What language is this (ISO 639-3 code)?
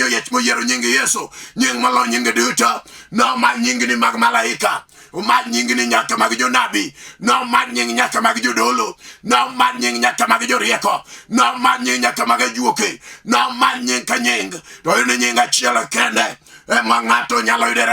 luo